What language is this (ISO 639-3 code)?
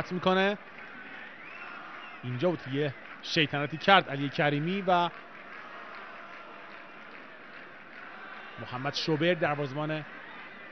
fas